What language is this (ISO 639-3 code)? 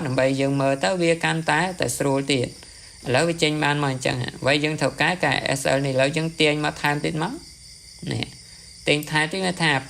khm